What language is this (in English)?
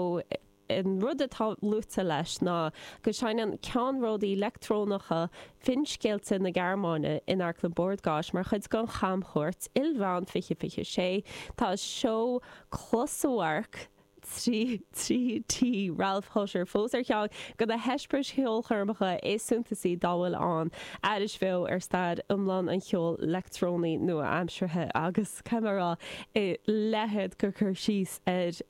Irish